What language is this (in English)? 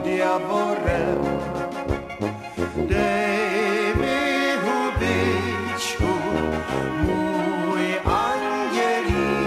Czech